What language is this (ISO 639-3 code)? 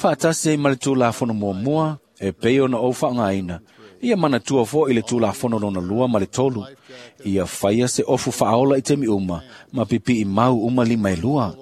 smo